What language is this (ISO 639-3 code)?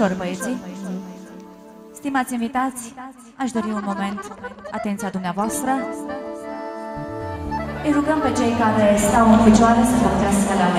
ron